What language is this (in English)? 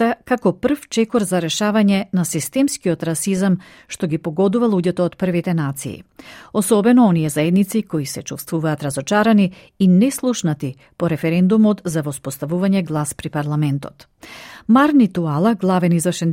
Macedonian